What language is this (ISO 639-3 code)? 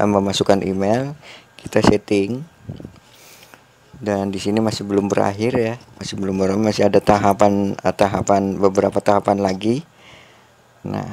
ind